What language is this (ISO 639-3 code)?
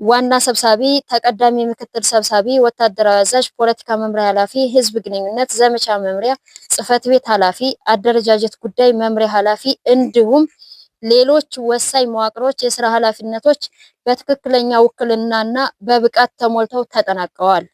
amh